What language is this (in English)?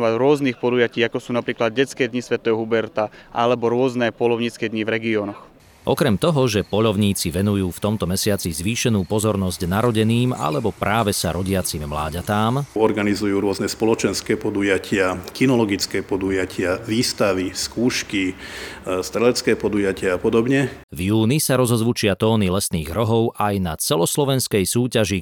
Slovak